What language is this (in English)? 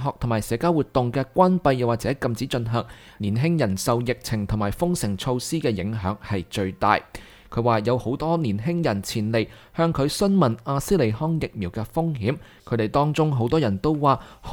Cantonese